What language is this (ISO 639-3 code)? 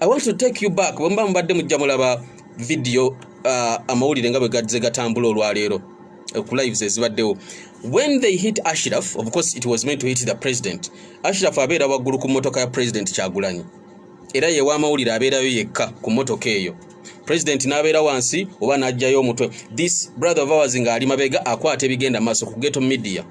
lug